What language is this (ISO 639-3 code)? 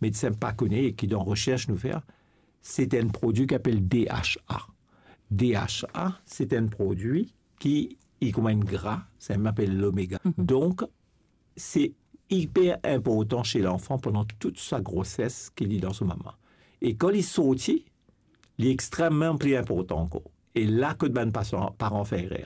mfe